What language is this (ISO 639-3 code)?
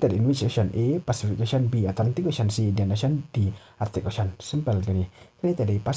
kha